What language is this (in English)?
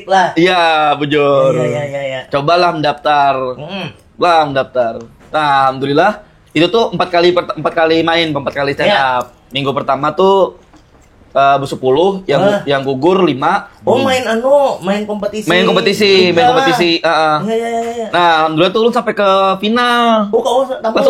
Banjar